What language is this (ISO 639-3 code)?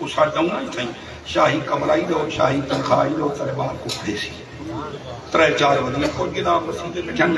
skr